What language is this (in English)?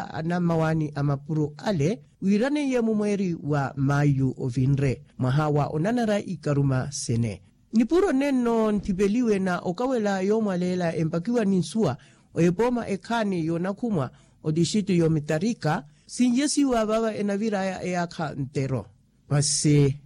Makhuwa